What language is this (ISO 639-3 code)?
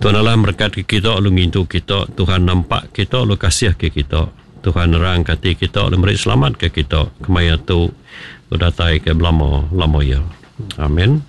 iba